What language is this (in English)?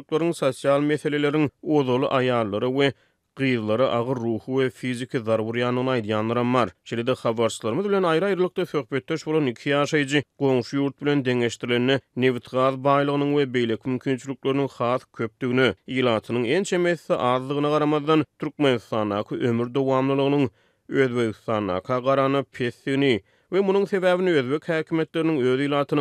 Turkmen